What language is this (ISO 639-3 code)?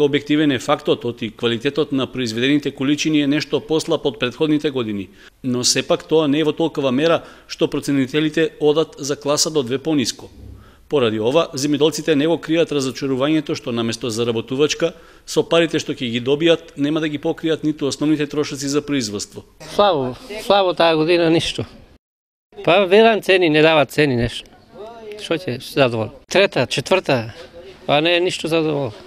mkd